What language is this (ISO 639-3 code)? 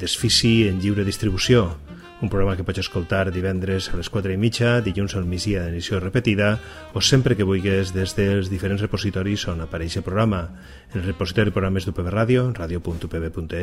cat